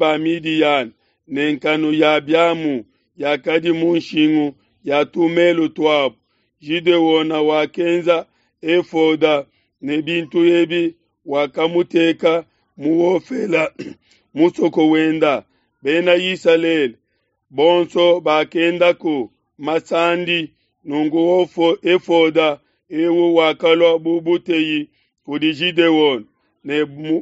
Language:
Luba-Lulua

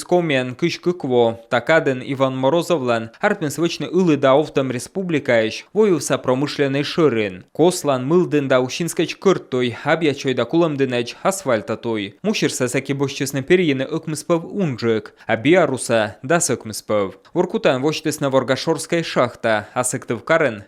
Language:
Komi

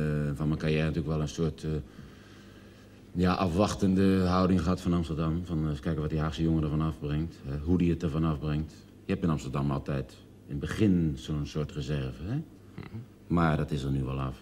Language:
Dutch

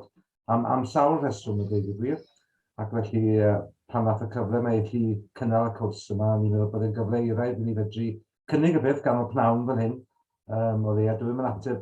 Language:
Welsh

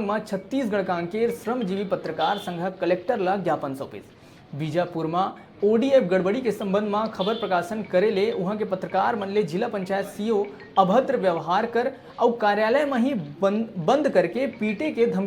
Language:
Chhattisgarhi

